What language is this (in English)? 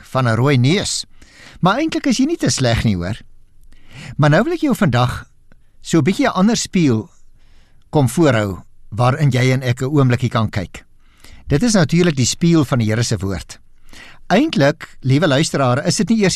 Afrikaans